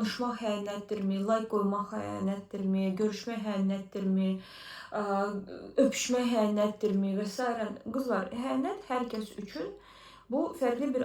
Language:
Azerbaijani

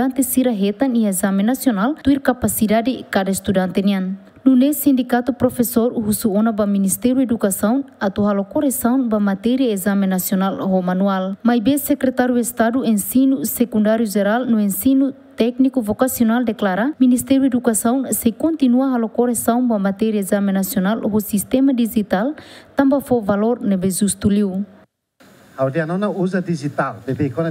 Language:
Tetum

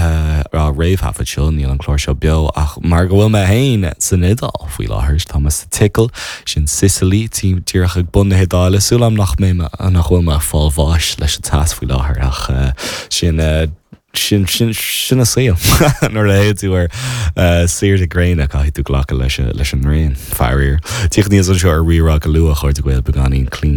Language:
Irish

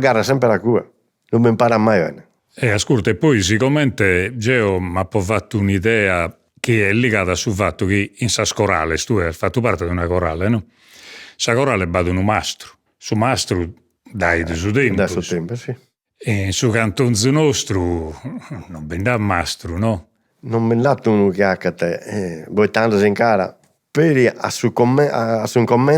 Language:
Sardinian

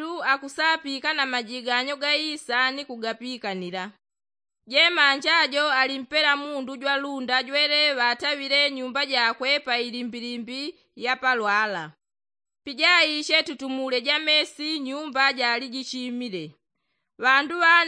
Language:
Yao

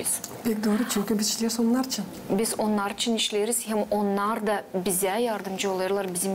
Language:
Gagauz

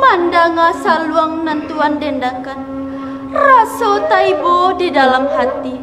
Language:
Minangkabau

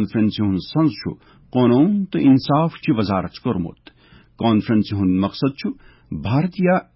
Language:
Kashmiri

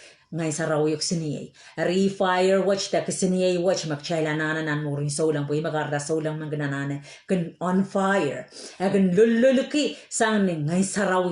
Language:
Pohnpeian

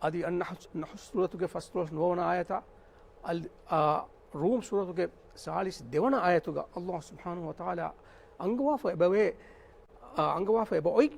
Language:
Divehi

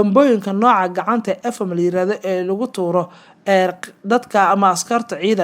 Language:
Somali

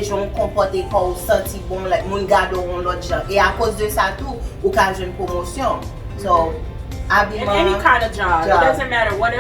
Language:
Haitian Creole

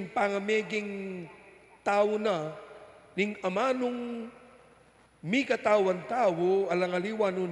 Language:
Pampanga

